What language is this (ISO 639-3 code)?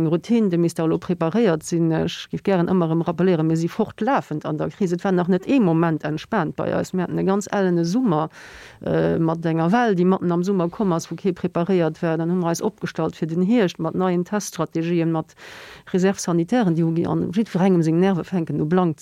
ltz